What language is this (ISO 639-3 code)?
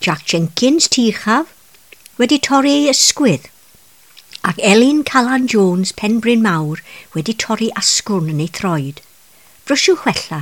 cym